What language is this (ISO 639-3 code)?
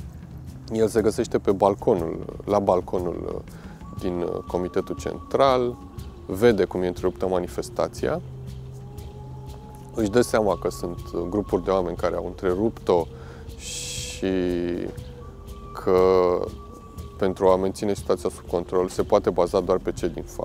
ron